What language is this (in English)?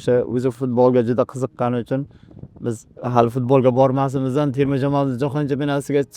Uzbek